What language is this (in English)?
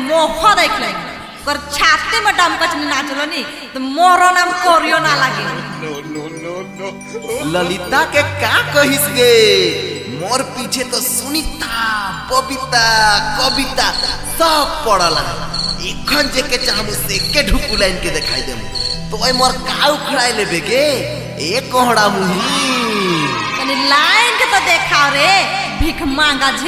Sadri